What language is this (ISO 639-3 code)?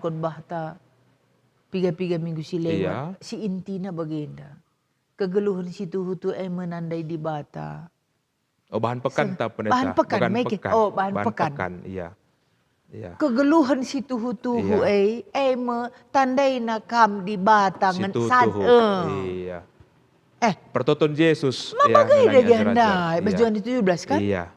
btx